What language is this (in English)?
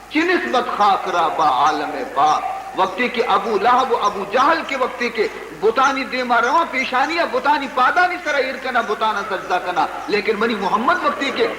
Baluchi